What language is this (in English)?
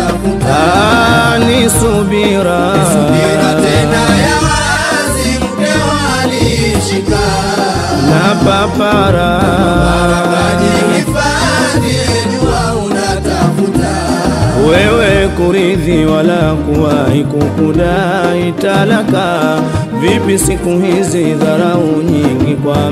Swahili